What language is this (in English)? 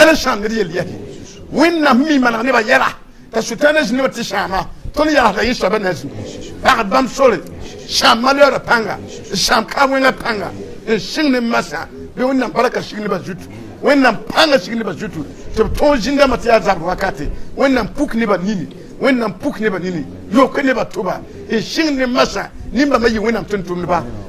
Mossi